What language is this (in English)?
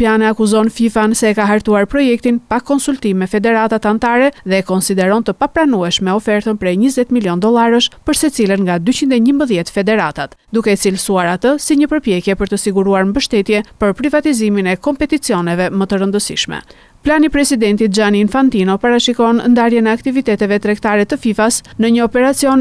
Albanian